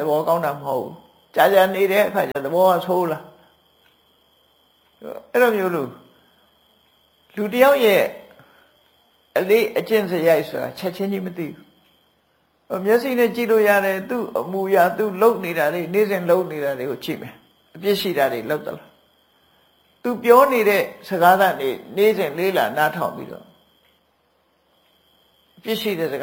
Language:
Burmese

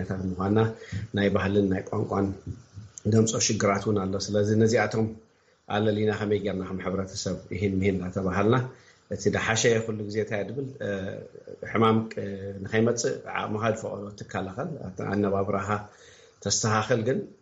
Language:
Tigrinya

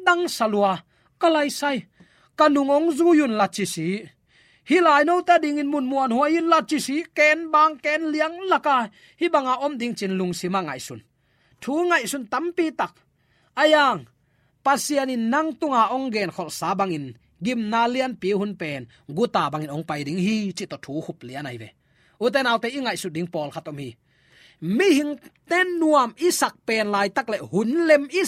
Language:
Tedim Chin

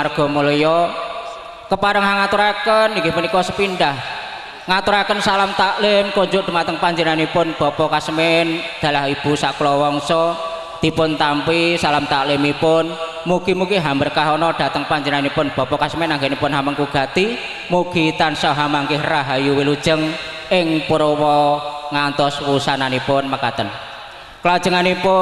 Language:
Javanese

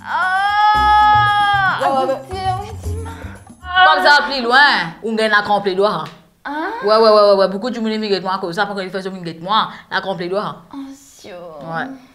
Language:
Morisyen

